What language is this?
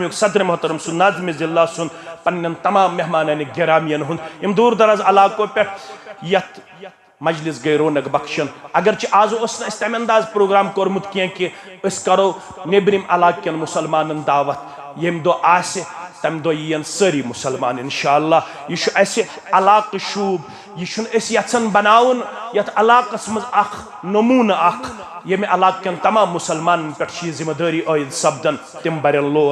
Kashmiri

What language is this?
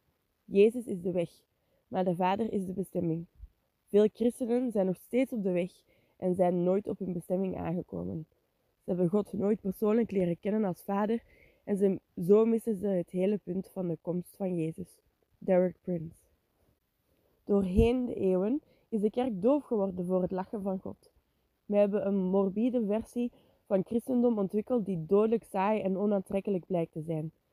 Dutch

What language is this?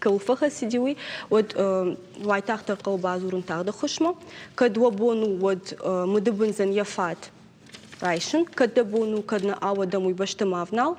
Ossetic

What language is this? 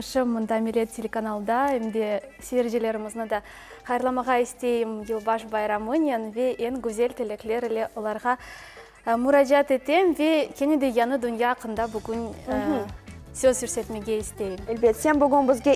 Crimean Tatar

